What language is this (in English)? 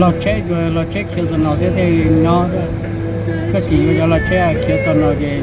Hmong